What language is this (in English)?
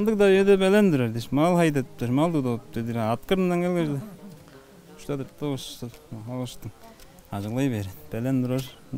Tuvinian